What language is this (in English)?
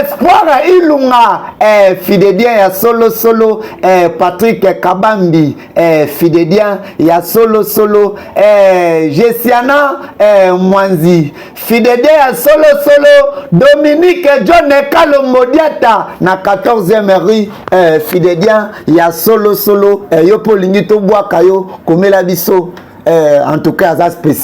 Lingala